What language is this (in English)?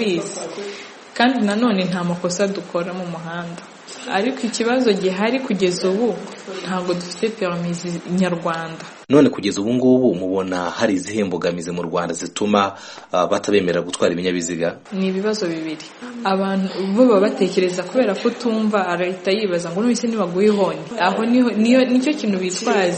Kinyarwanda